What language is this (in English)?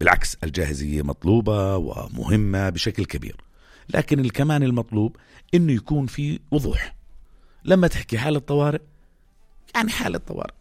North Levantine Arabic